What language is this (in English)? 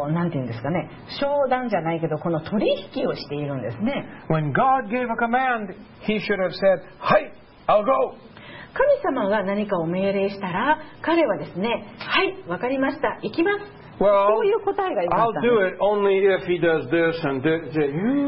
Japanese